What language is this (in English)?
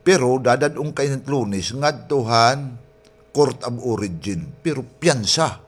Waray